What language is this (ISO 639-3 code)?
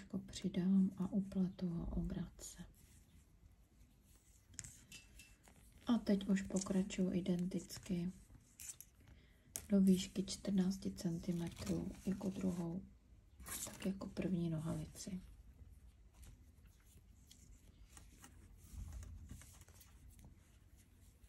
ces